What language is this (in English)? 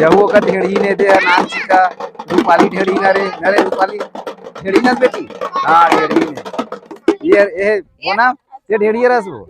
Chhattisgarhi